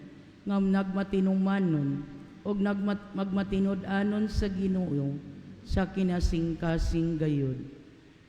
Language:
Cebuano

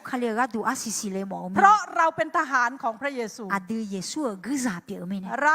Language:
Akha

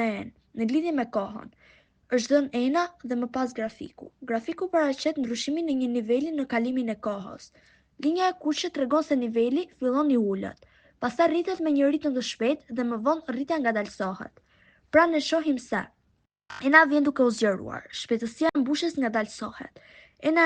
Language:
Albanian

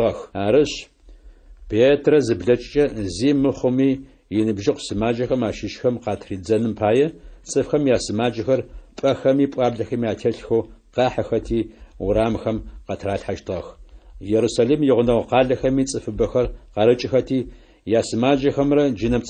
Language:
Adyghe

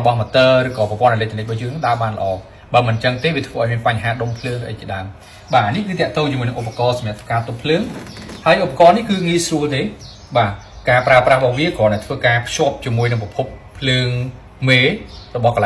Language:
Khmer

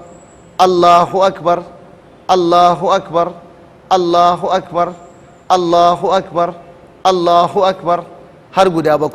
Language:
Hausa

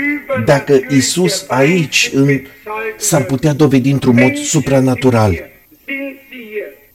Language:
Romanian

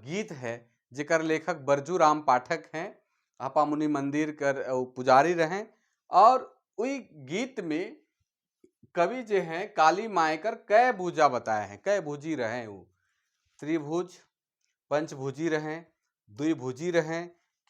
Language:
Sadri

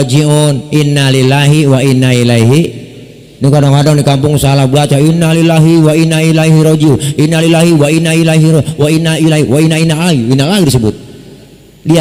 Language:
Betawi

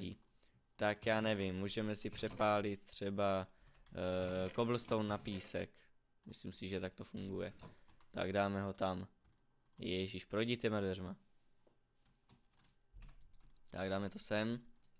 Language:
Czech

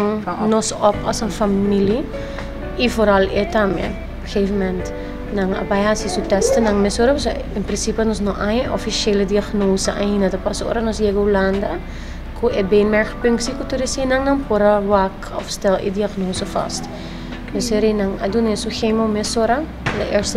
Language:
Papiamento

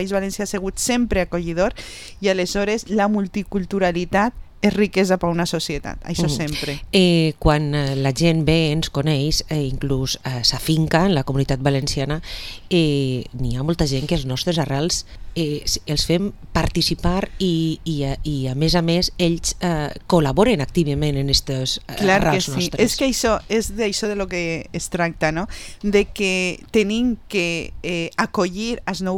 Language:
Catalan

